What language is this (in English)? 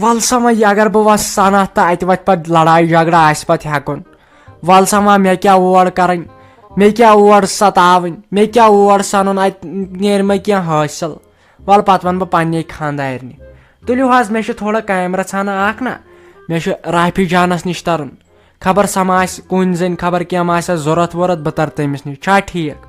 Kashmiri